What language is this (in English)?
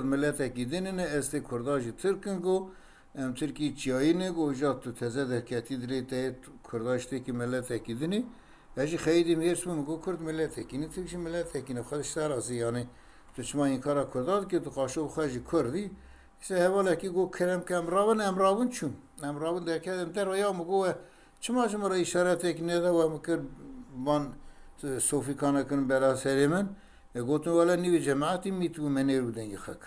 Kurdish